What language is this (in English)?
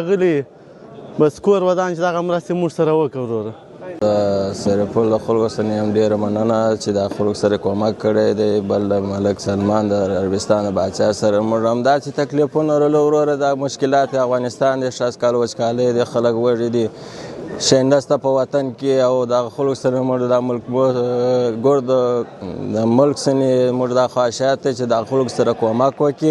Pashto